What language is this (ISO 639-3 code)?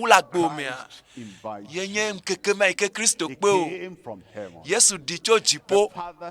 ewe